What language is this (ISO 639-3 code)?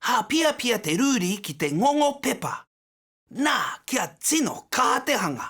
mri